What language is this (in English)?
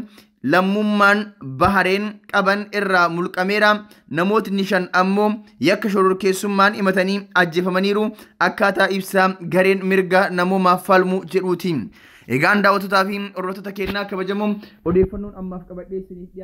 Oromo